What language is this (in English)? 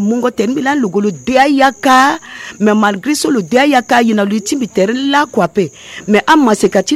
Sango